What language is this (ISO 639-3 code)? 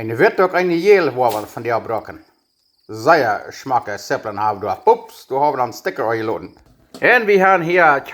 pdt